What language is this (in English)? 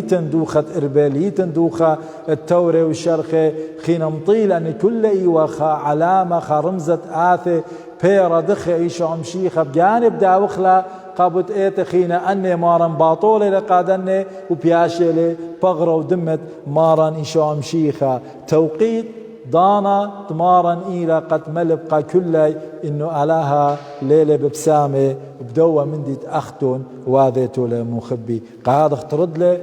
Assyrian Neo-Aramaic